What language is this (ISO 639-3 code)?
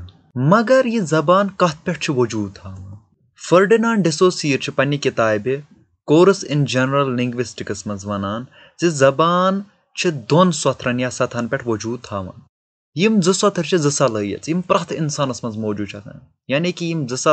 kas